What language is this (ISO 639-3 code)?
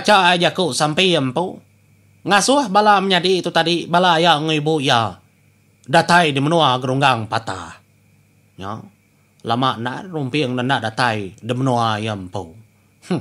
iba